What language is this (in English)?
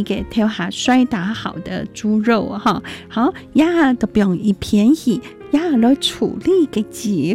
Chinese